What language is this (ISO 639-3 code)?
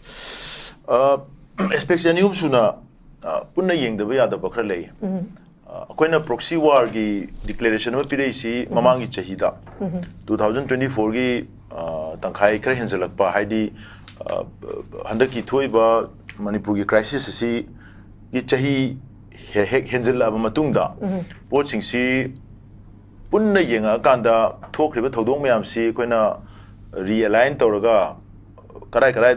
mni